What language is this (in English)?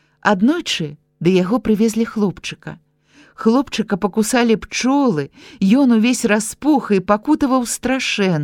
Belarusian